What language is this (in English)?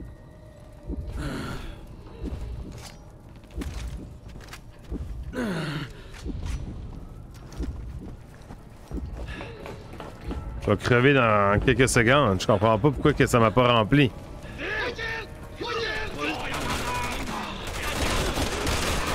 French